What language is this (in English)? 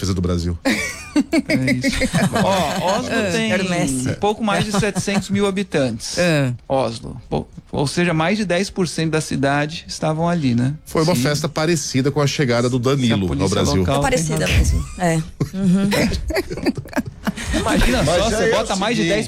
Portuguese